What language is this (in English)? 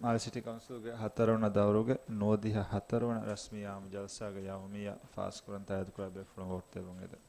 Divehi